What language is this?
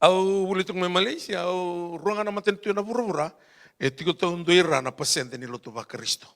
Fijian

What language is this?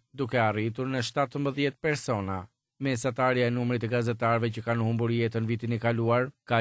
Albanian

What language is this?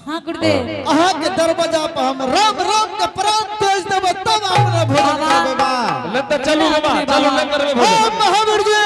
Angika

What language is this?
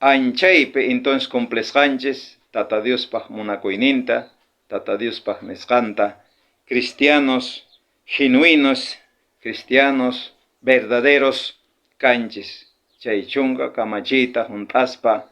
South Bolivian Quechua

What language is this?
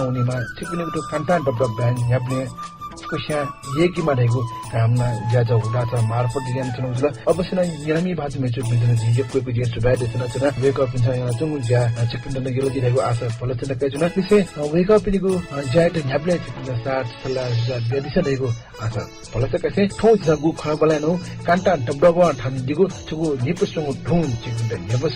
Newari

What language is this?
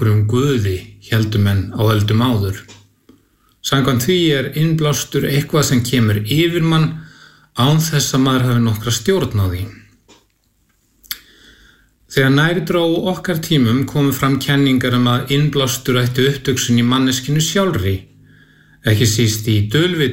Icelandic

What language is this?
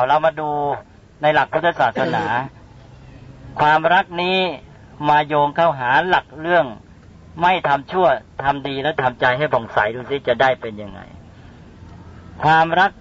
Thai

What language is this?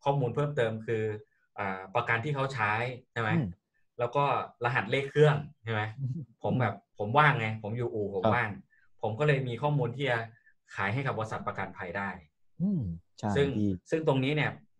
Thai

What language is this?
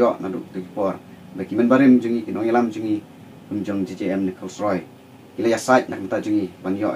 Khasi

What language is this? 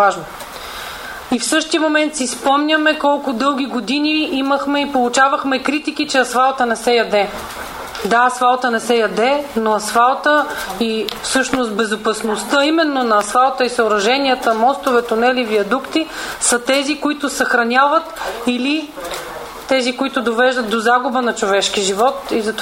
Bulgarian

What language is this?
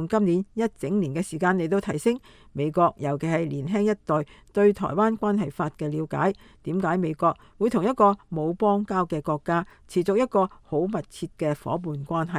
Cantonese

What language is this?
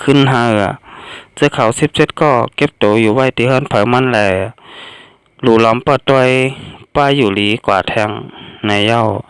Shan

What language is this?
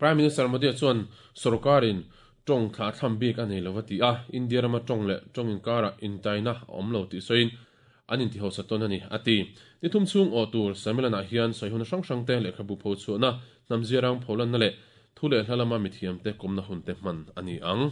Mizo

